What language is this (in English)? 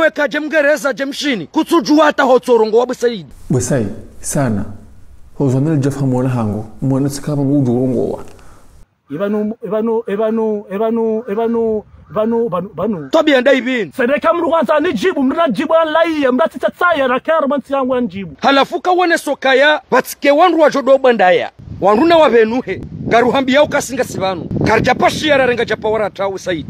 Ngazidja Comorian